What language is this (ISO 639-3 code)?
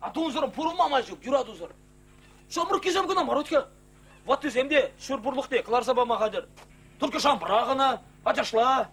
chv